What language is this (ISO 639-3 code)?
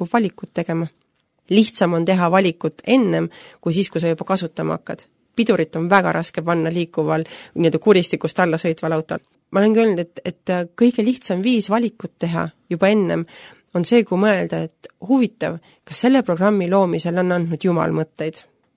est